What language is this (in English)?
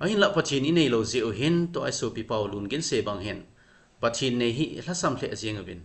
Thado Chin